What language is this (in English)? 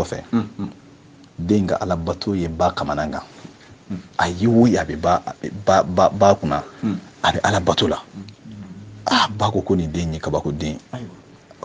Bambara